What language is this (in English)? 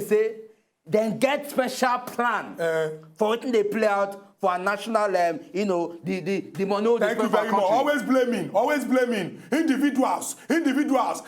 Nigerian Pidgin